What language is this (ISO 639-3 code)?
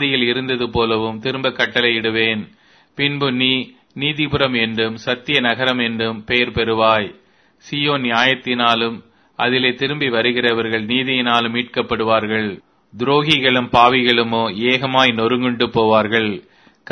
tam